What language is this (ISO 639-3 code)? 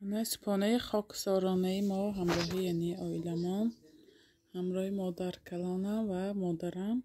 tgk